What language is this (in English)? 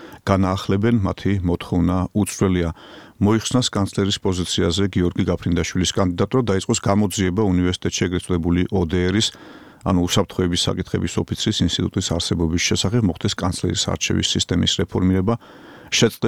Georgian